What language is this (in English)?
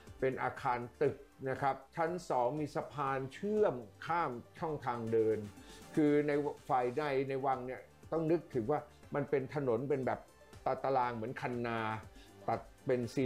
Thai